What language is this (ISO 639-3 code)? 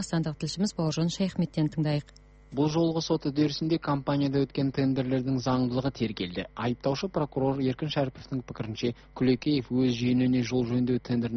kaz